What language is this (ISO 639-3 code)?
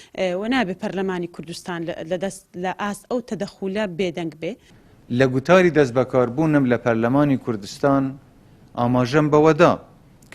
ckb